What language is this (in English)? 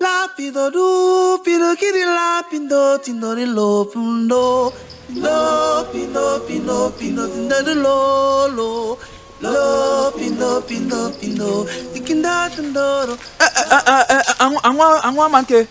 Basaa